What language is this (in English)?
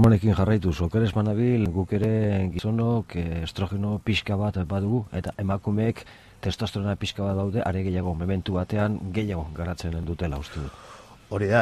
Basque